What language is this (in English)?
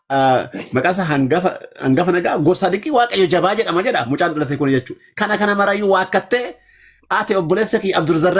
Oromo